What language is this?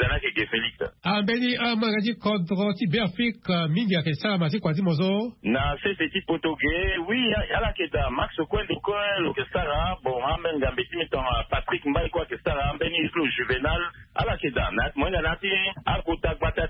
Sango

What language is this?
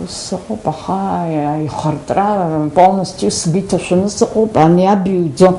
Abkhazian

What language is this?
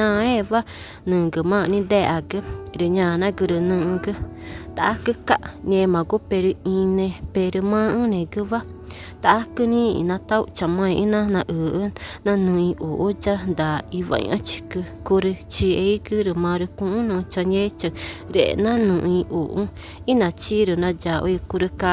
Ticuna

